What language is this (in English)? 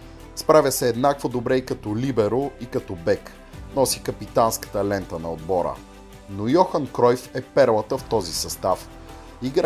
Bulgarian